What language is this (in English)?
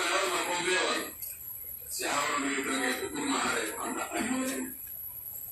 Pular